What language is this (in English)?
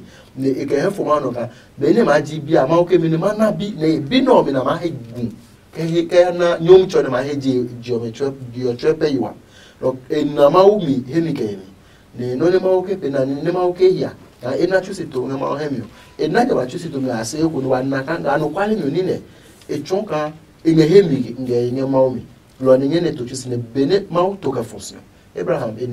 Adangme